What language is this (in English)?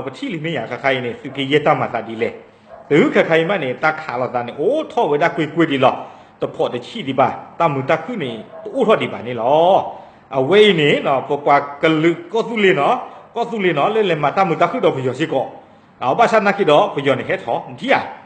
S'gaw Karen